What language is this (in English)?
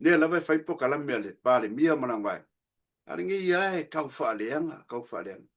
Samoan